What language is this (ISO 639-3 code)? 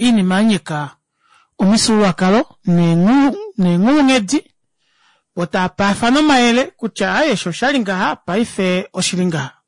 kua